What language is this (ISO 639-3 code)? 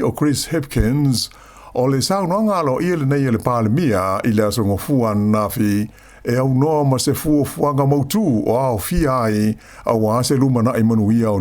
smo